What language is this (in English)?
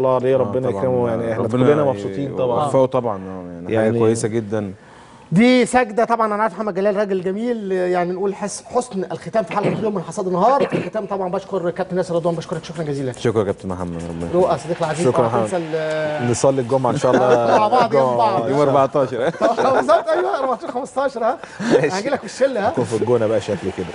Egyptian Arabic